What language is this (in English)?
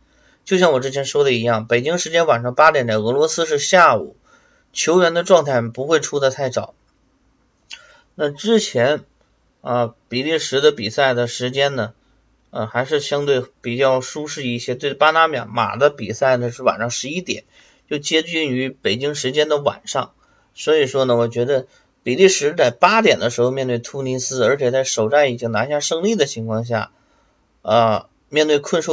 Chinese